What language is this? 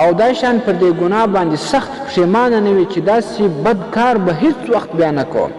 Pashto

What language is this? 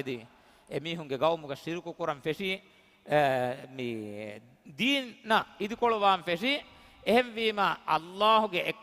Divehi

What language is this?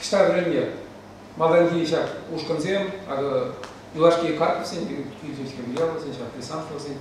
Chuvash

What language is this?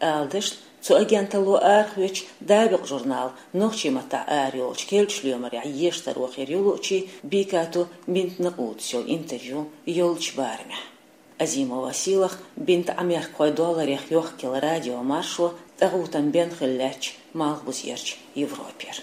Chechen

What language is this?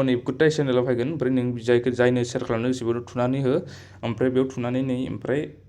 Bodo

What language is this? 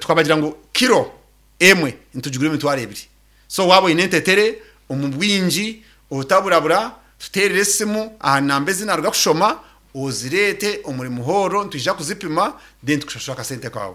Nyankole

